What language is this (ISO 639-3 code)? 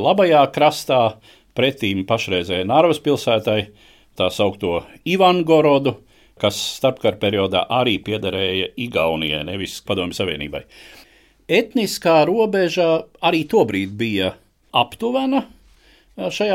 lav